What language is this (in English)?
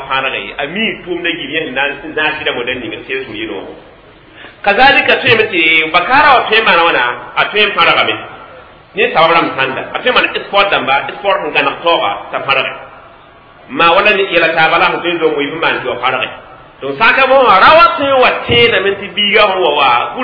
Mossi